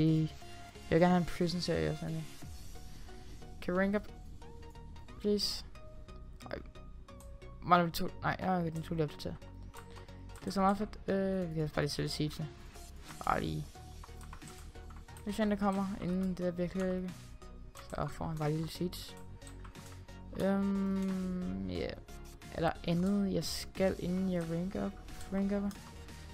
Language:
Danish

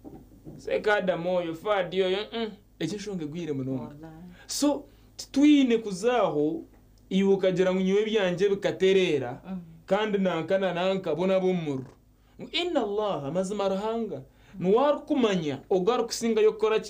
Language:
Nyankole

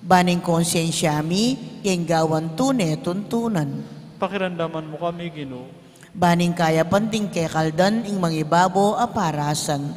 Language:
Pampanga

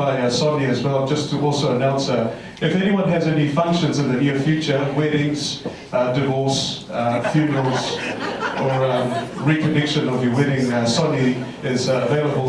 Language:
Tongan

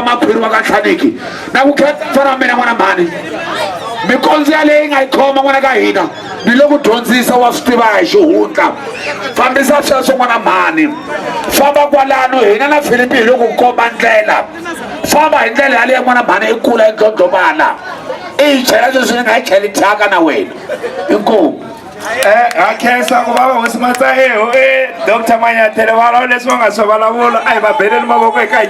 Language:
Tsonga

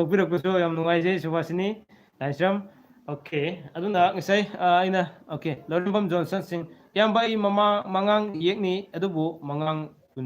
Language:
Manipuri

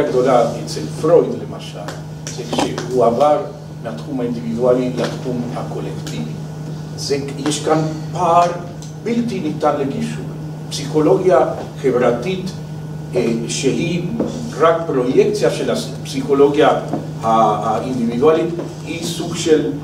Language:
Hebrew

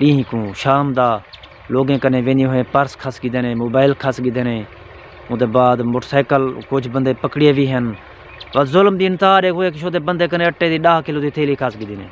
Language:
Saraiki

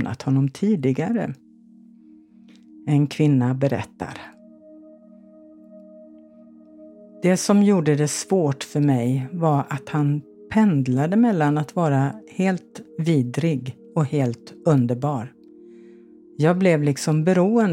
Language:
Swedish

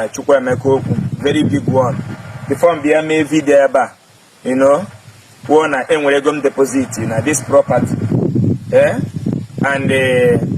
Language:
Igbo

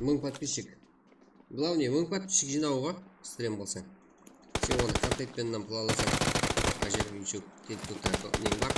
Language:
Kara-Kalpak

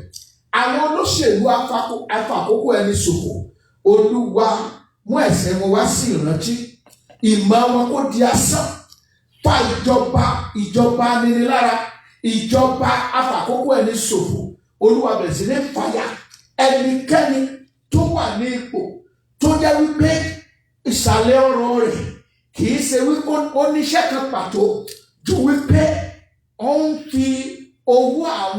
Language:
Yoruba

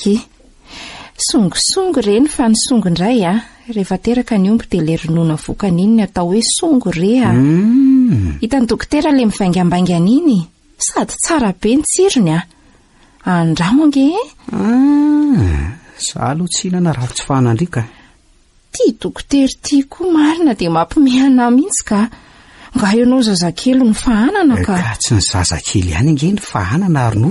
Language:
Malagasy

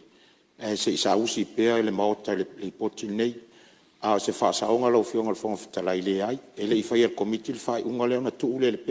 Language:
Samoan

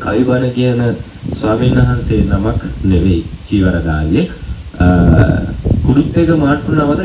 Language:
Sinhala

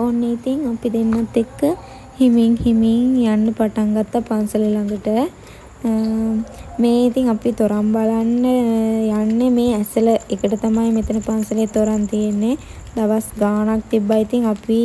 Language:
Sinhala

